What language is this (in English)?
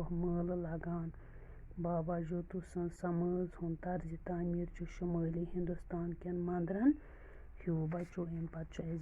Kashmiri